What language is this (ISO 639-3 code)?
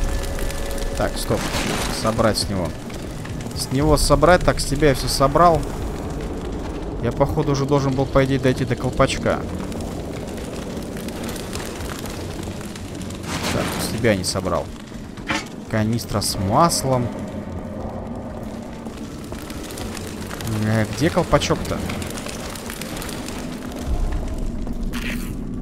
rus